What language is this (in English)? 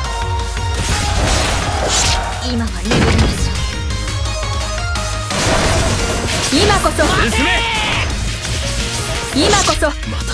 Japanese